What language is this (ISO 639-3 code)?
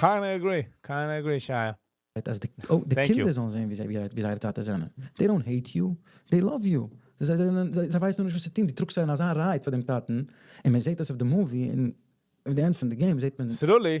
yid